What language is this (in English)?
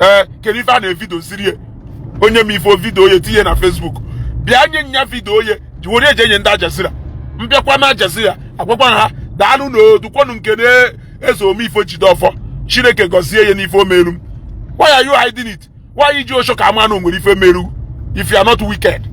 Igbo